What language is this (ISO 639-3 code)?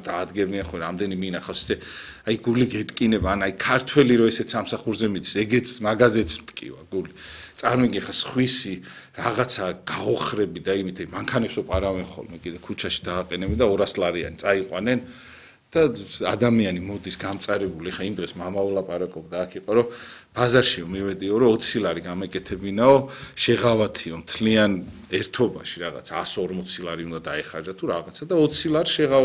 kat